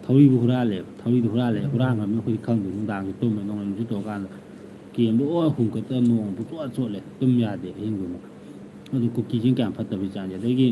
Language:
Manipuri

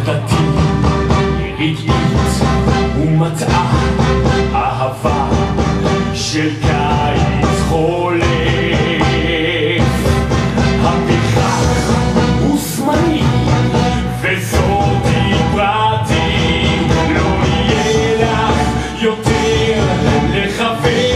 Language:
Hebrew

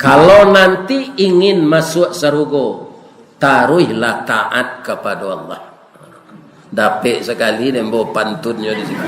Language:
Minangkabau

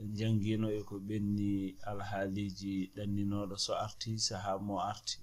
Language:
Fula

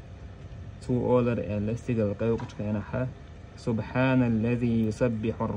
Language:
Chechen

